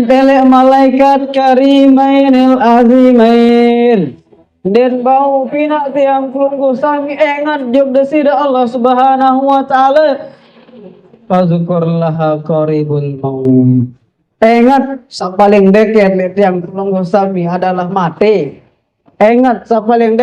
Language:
Sasak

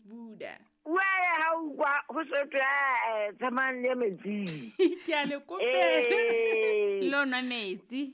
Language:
Southern Sotho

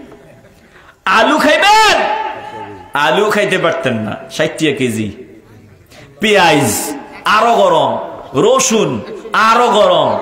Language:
Bangla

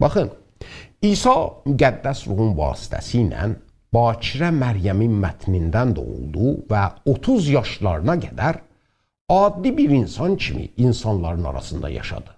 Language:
South Azerbaijani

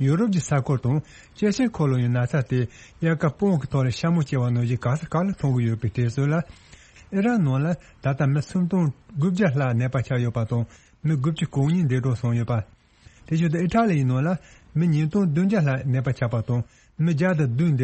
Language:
Tibetan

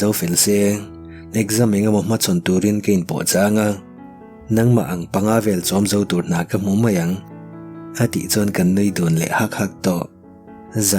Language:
Mizo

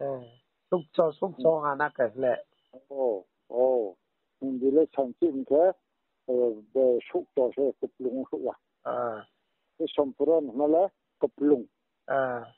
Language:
Riang (India)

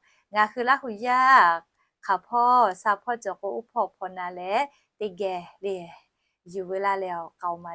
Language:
Lahu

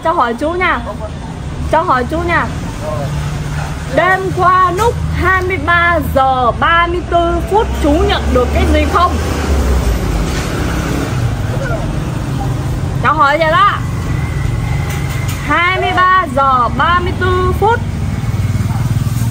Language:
Vietnamese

